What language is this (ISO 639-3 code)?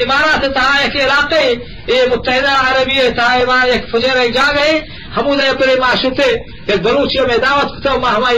bgp